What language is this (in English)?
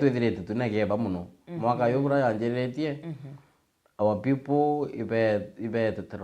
Meru